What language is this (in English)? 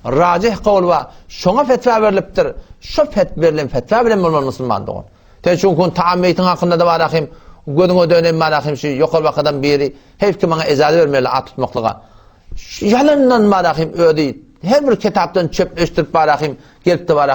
Turkmen